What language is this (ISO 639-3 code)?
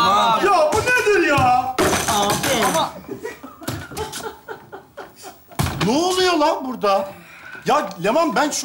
tur